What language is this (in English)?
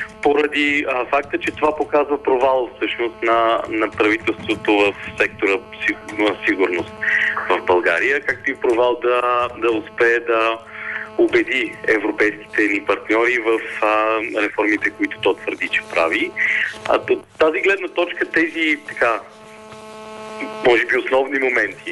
Bulgarian